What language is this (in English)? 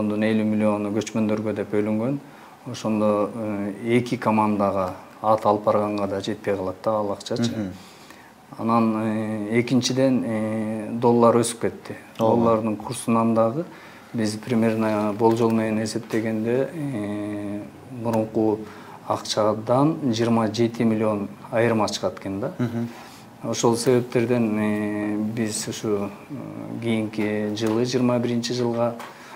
Kyrgyz